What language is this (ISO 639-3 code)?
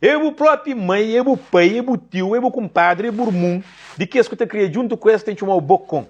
kea